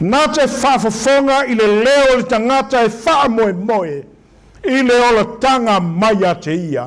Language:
Samoan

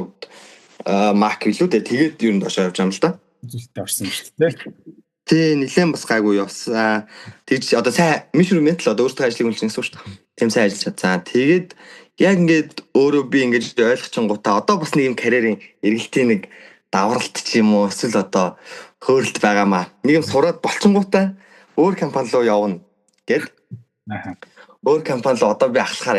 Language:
Mongolian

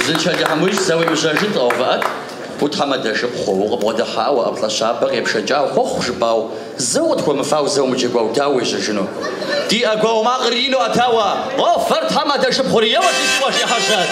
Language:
Kabardian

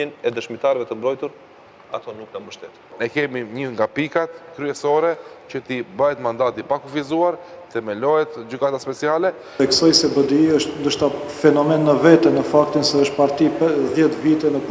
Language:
Albanian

